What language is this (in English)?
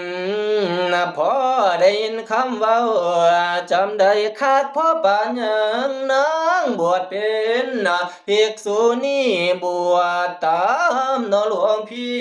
Northeastern Thai